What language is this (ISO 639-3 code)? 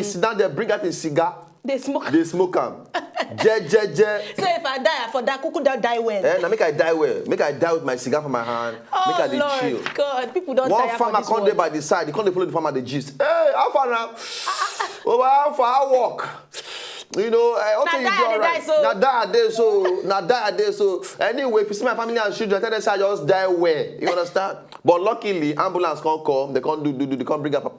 pcm